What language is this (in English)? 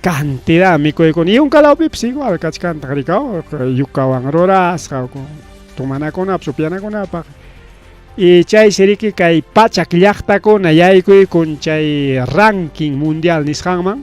Ayacucho Quechua